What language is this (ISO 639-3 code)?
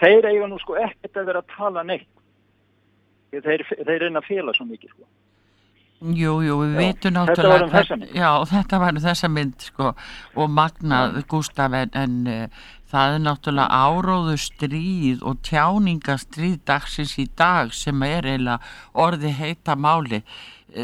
isl